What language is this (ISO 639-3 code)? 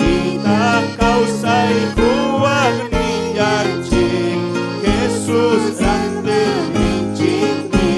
quy